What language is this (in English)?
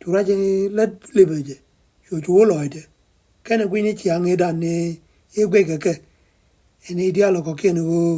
Nuer